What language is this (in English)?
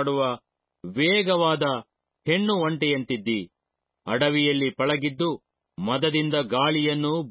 Kannada